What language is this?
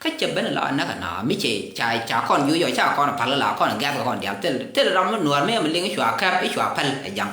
Nuer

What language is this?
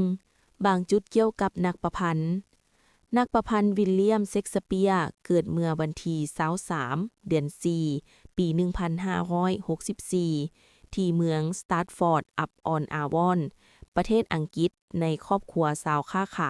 Lao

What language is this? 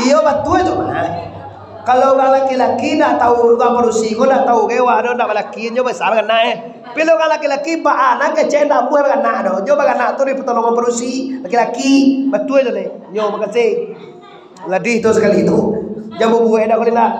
Minangkabau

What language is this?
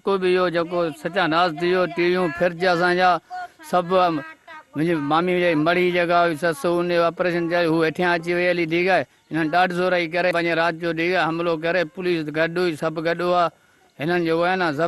Sindhi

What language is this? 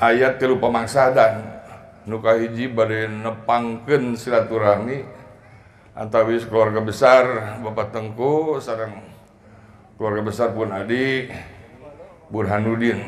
Sundanese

